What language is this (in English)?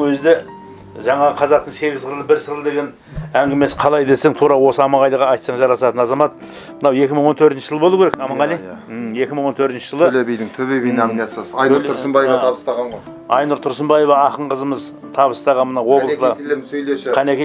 Kazakh